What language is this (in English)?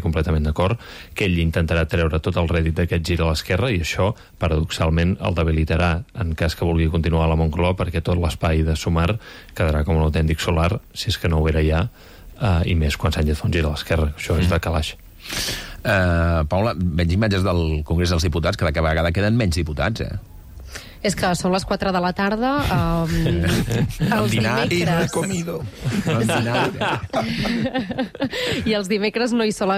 Catalan